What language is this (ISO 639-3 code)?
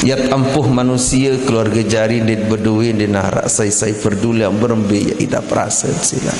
sas